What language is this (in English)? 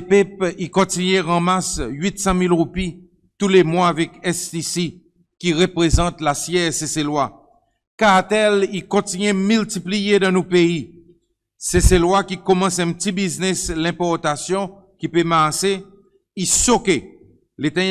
Seselwa Creole French